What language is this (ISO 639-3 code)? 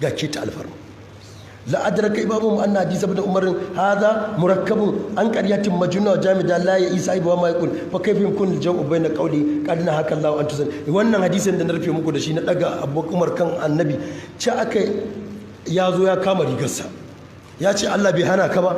hau